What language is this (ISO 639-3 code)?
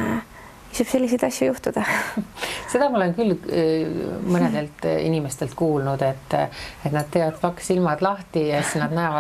est